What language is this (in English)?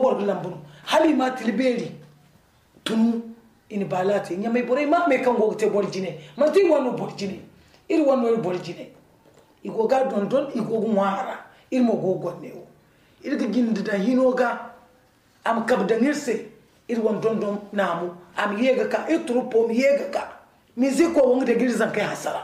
Zarma